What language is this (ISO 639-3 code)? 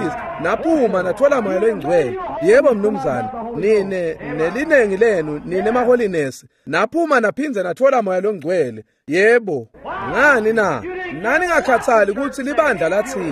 ssw